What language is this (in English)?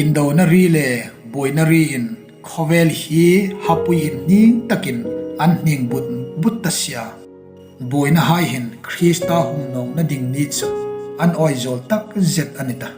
Hmar